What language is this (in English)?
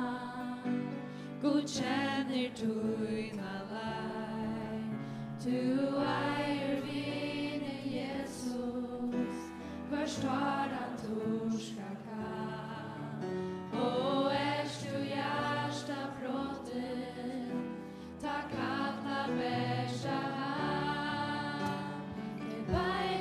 Faroese